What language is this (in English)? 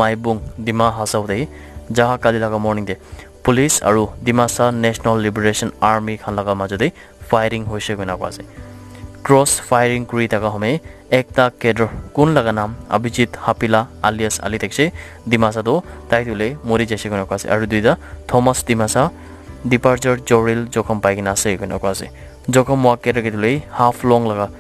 Naga Pidgin